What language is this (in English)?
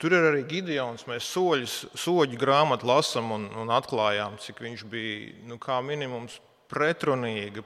Latvian